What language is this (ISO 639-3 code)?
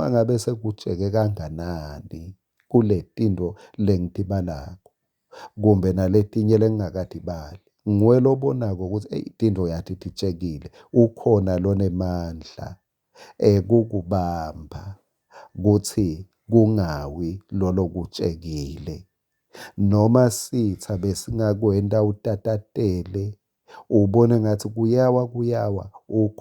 ssw